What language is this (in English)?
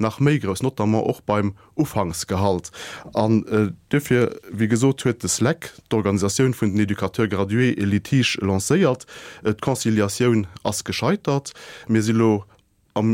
Luxembourgish